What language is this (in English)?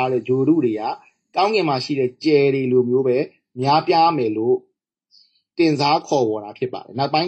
Burmese